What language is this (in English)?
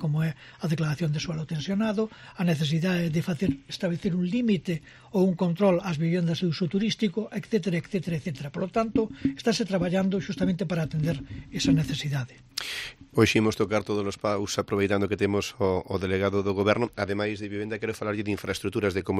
Galician